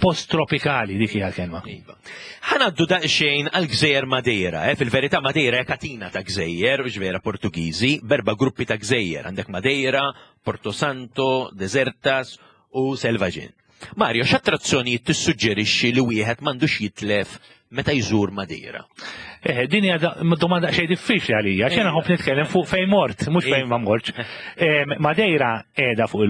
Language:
Maltese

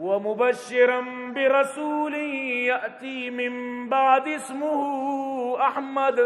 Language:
Eastern Balochi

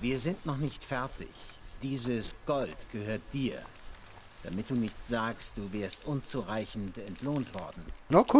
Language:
Swiss German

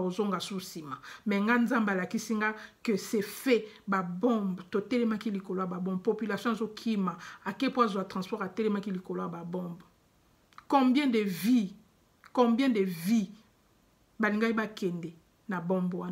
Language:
Lingala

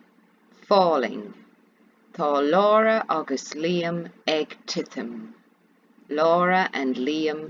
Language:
Irish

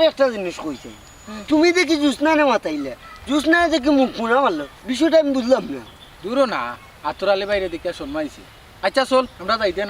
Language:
Sylheti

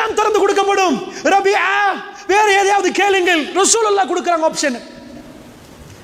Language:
Tamil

